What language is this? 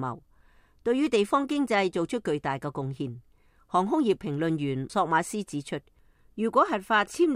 Cantonese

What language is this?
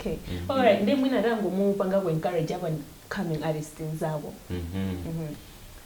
Nyanja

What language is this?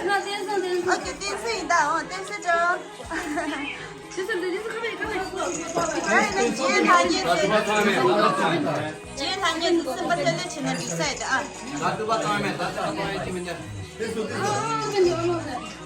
Tibetan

